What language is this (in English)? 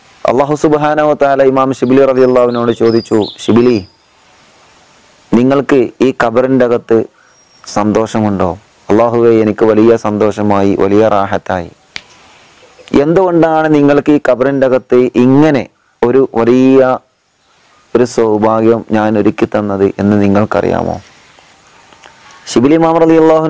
Malayalam